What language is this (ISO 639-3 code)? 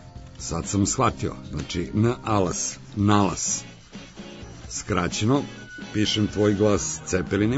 srp